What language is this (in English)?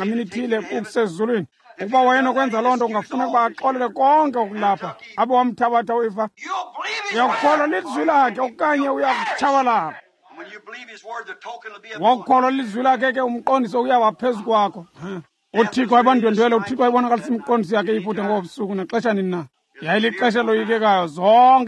Xhosa